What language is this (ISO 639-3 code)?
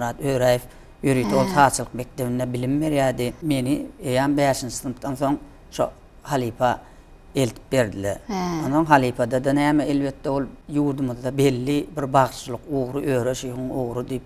tuk